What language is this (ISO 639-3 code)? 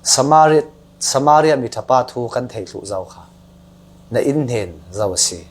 cfm